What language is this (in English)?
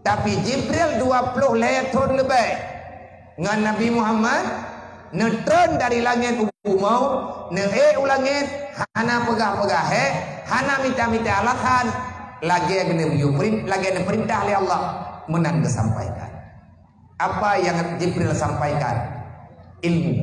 Achinese